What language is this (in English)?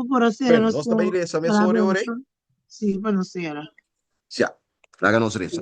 Papiamento